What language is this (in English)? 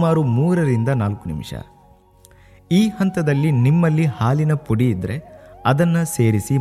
Kannada